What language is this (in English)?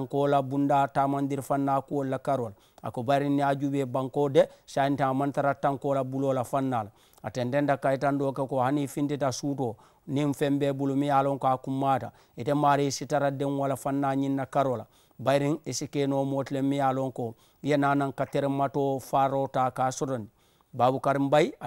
Mandingo